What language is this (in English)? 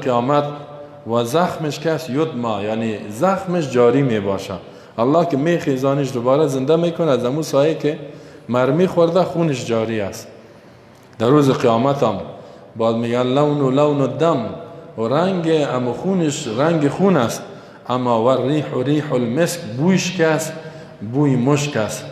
Persian